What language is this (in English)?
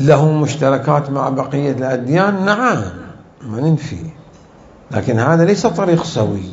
Mesopotamian Arabic